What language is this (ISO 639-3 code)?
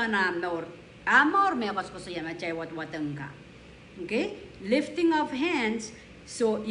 pon